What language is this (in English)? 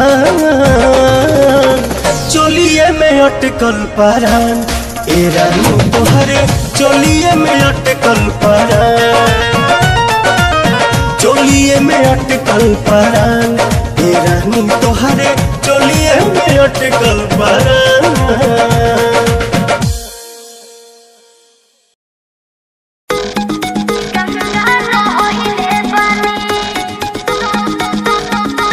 Bhojpuri